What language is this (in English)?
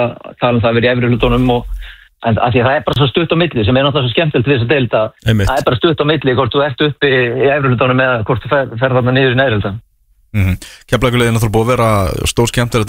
Icelandic